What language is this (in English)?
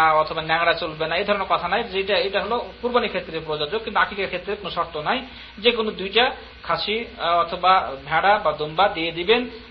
Bangla